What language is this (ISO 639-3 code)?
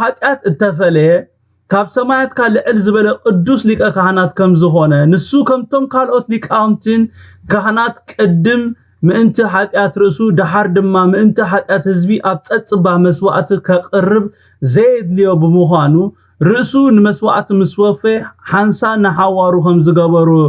tir